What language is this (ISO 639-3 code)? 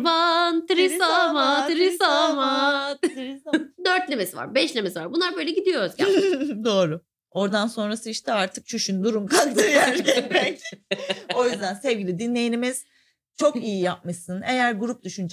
tur